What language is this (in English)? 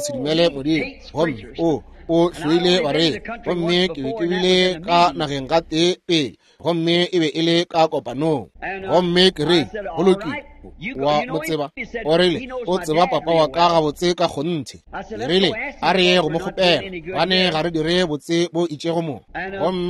Northern Sotho